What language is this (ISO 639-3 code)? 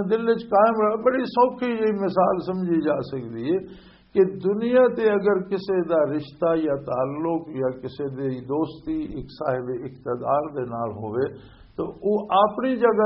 lah